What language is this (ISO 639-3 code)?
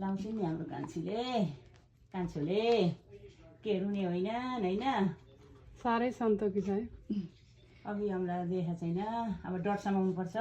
nep